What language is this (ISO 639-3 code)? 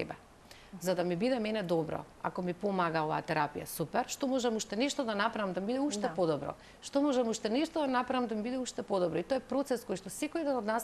mkd